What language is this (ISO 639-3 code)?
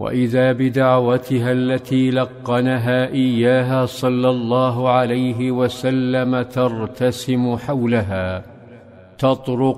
ara